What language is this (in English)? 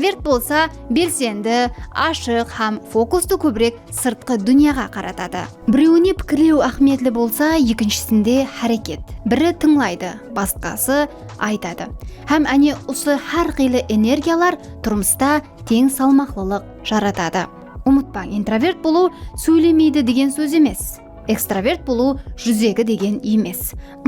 Kara-Kalpak